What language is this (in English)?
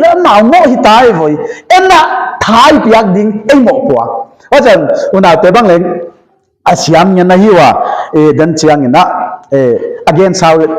Paite Chin